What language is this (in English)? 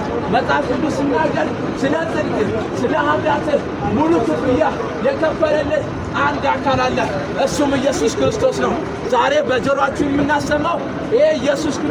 Amharic